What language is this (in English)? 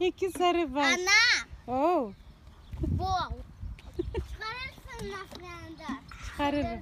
Crimean Tatar